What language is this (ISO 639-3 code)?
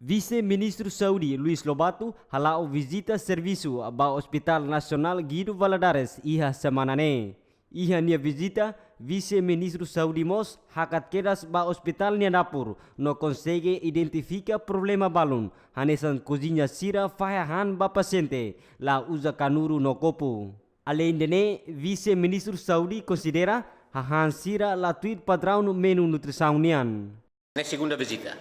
tet